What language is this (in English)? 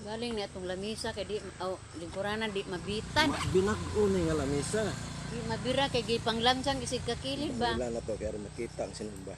Cebuano